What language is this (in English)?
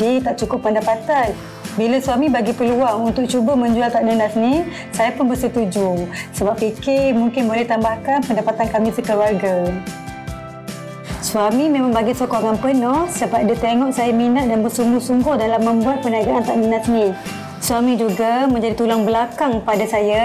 Malay